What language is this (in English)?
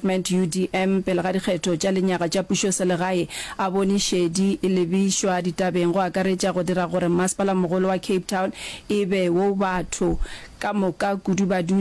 Northern Sotho